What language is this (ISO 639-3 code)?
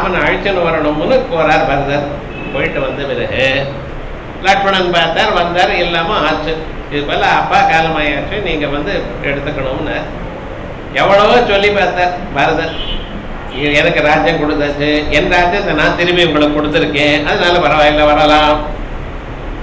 tam